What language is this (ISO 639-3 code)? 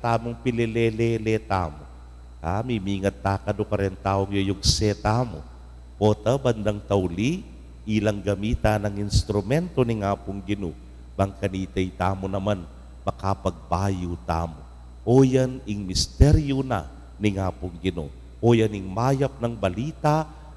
pam